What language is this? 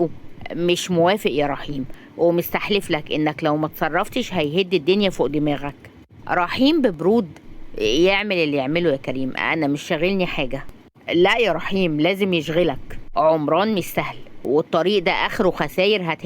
Egyptian Arabic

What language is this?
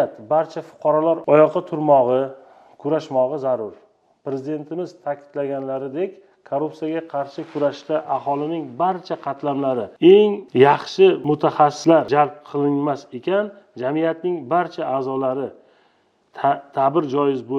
Uzbek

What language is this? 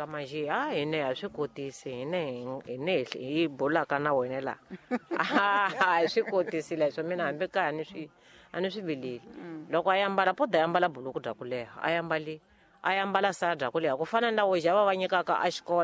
Tsonga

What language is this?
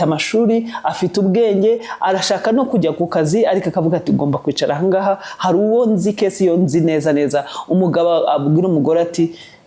Kinyarwanda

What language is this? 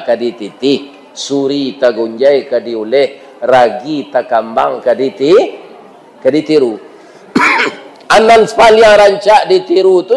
Minangkabau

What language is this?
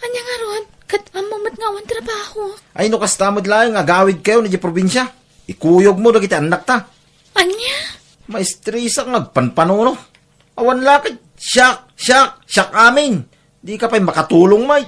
Iloko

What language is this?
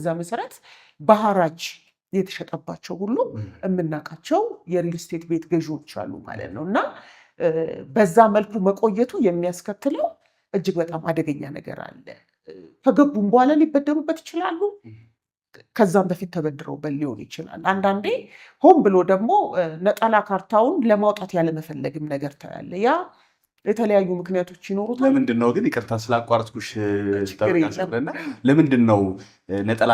Amharic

